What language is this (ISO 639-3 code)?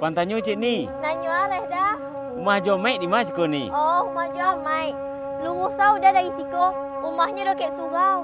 min